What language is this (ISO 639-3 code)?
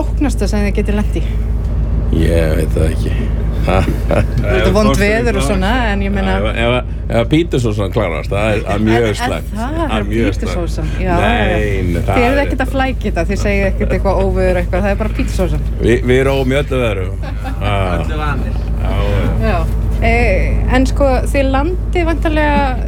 isl